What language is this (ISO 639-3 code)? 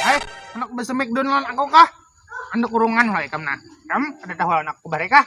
bjn